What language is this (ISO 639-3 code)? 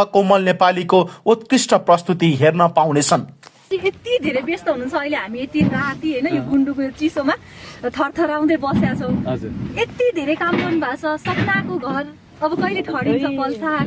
nep